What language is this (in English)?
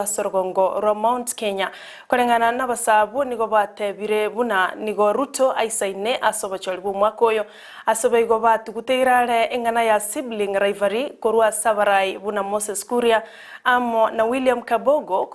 Gusii